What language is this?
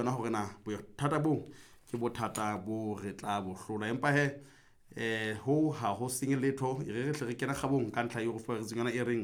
Southern Sotho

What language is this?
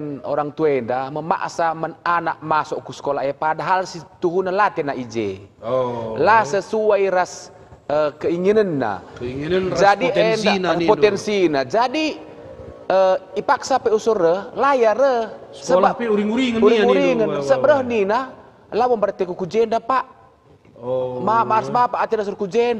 Batak Karo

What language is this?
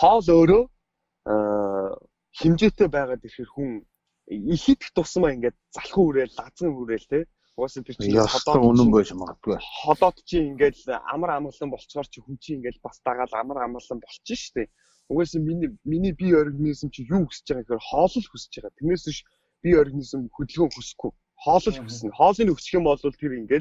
Mongolian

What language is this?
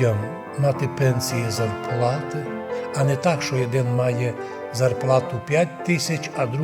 Rusyn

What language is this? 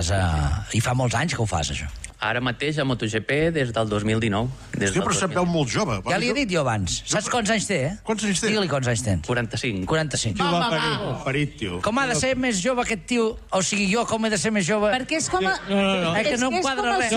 Catalan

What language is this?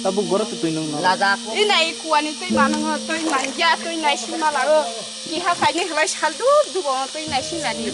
Kok Borok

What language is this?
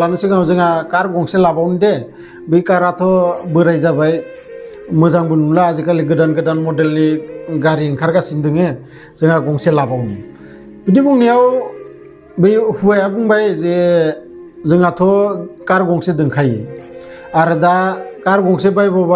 Bodo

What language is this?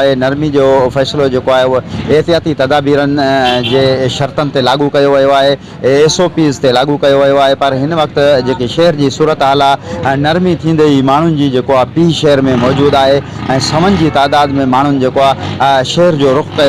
Sindhi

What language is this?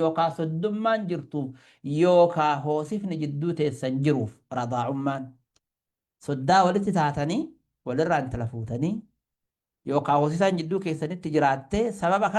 Oromo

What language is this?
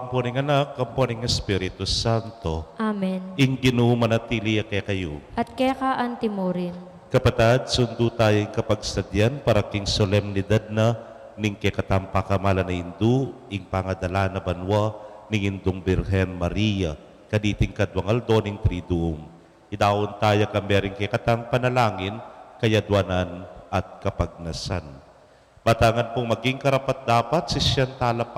Pampanga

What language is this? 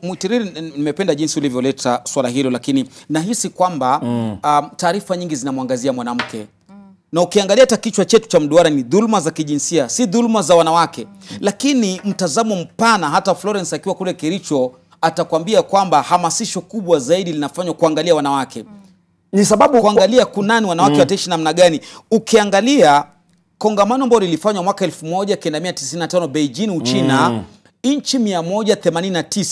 Swahili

